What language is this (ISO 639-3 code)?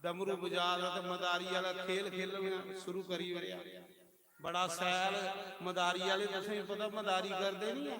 doi